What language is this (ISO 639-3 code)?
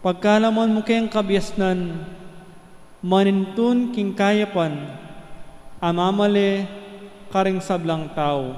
pam